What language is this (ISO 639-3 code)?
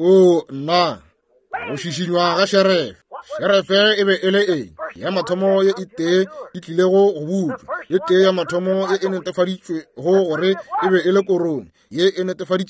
nso